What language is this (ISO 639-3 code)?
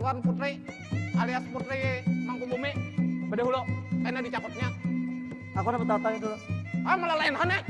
bjn